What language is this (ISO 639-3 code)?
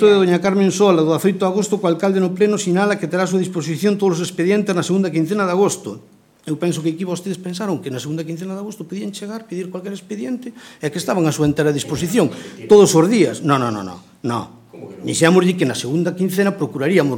glg